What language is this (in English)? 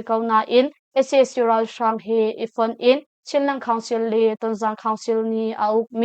Hakha Chin